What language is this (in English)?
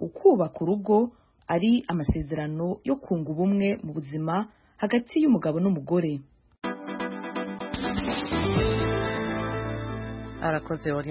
Kinyarwanda